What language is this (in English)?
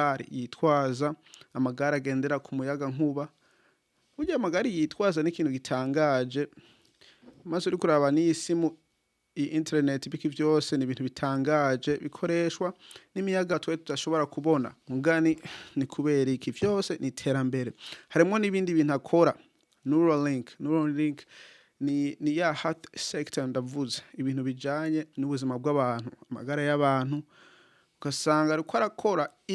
Rundi